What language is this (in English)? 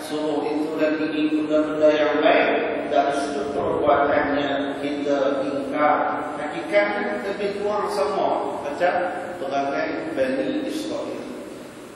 Malay